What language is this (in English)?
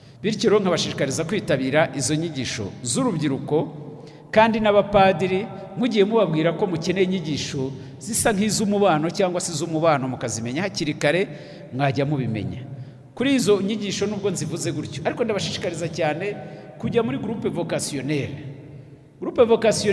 Kinyarwanda